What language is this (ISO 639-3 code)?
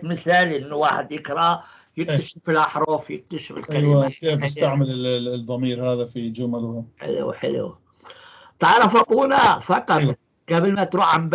apc